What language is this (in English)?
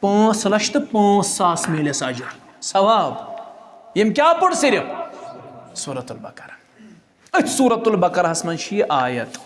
Kashmiri